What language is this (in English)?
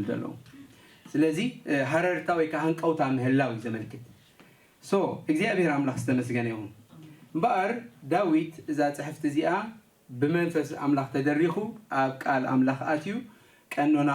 Tigrinya